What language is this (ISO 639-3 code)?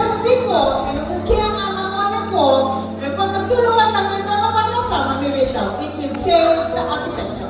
fij